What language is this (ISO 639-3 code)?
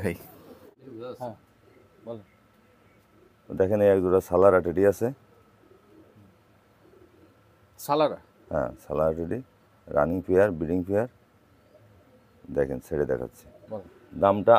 ben